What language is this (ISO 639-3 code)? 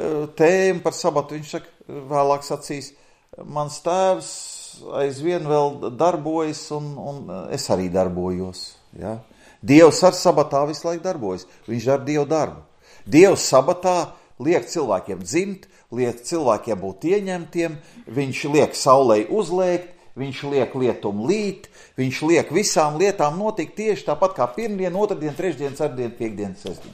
lav